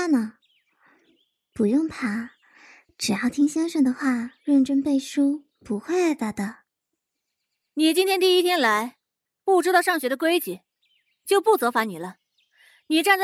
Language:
Chinese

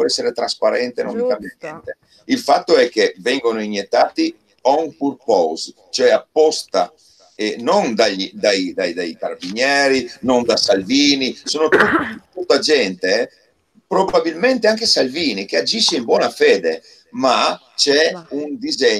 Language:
Italian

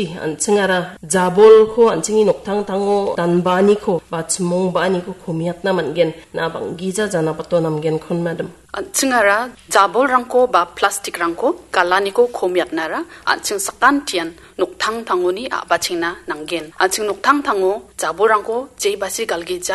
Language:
Garo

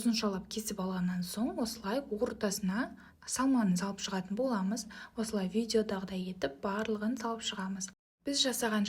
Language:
Kazakh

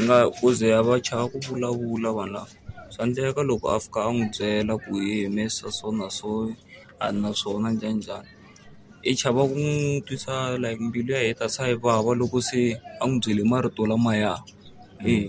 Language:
Tsonga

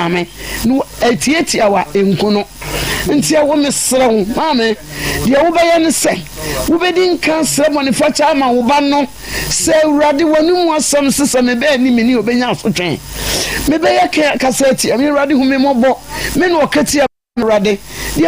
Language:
Akan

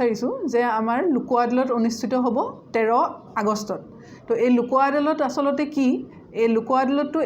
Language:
Assamese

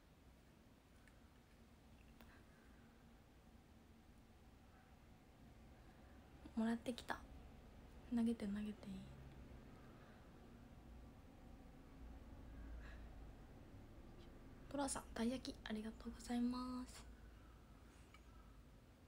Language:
Japanese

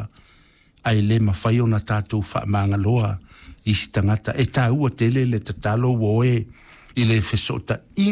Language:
Samoan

